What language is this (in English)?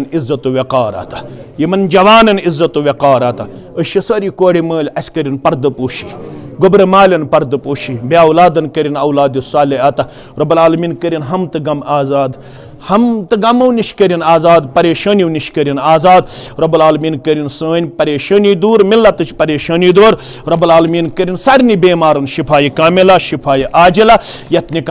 Kashmiri